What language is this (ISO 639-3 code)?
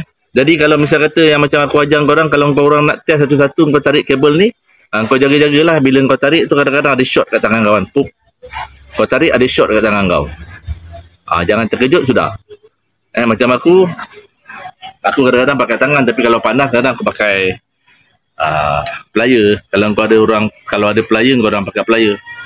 msa